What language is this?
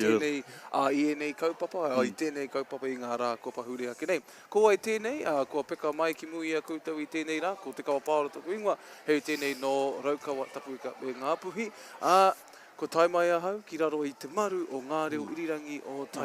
Māori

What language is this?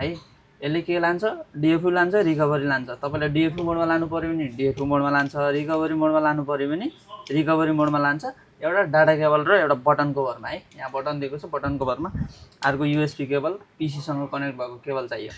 Nepali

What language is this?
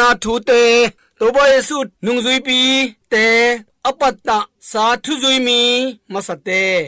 Tedim Chin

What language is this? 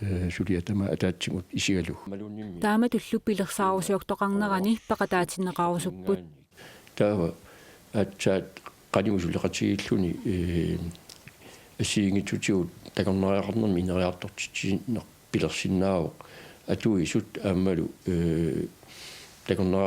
Kalaallisut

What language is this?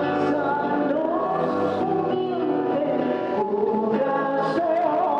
Papiamento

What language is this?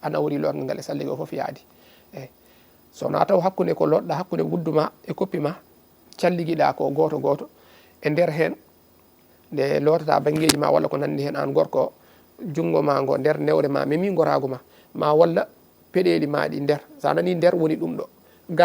Fula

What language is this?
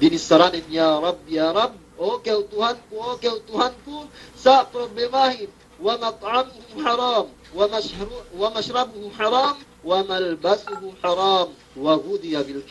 Yakan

